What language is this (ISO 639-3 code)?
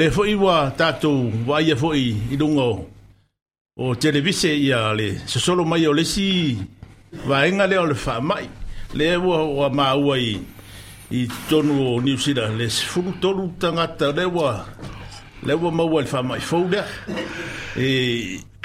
smo